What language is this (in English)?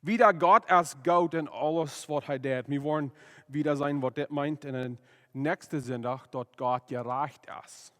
Plautdietsch